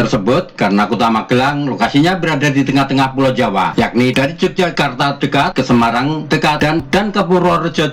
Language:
Indonesian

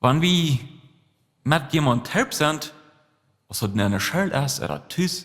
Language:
Plautdietsch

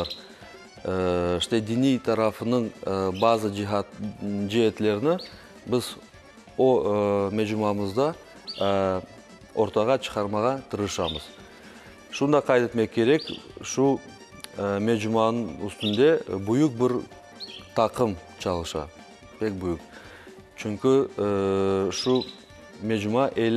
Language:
Crimean Tatar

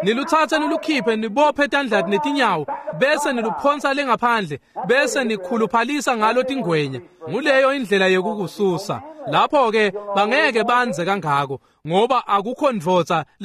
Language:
Swati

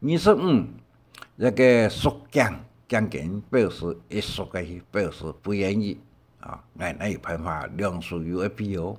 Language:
Hakka Chinese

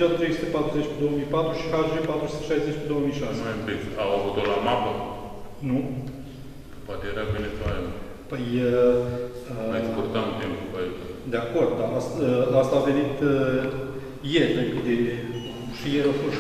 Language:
Romanian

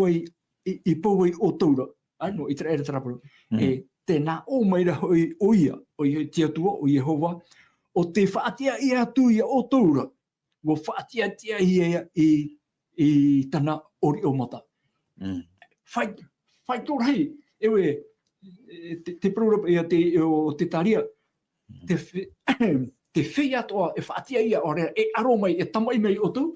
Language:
Tahitian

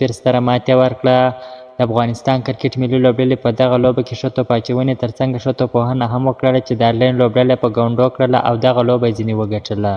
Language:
Pashto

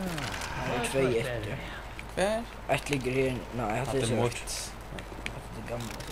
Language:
Faroese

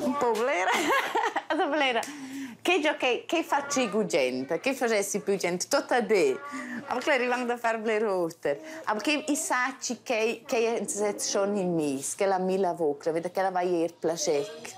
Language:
Romansh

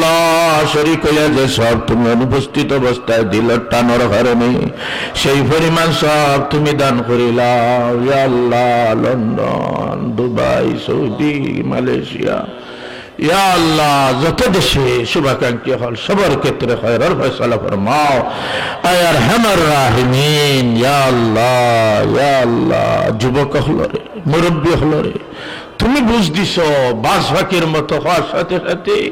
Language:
Sylheti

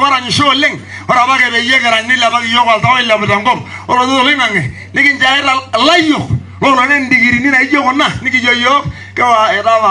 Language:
Masai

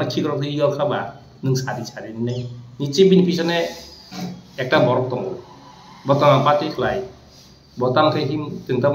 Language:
Kok Borok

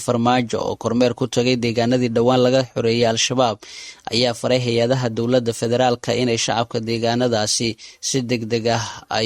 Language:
Somali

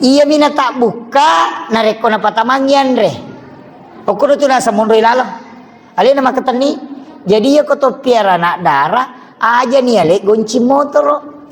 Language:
Buginese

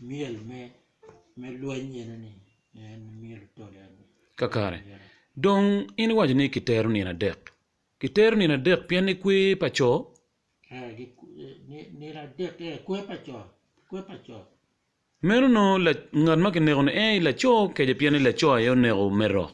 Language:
Acoli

